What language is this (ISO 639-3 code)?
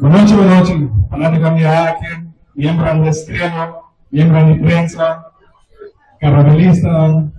pap